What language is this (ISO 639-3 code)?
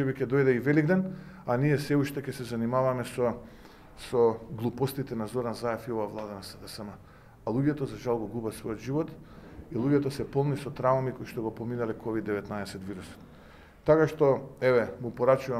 mkd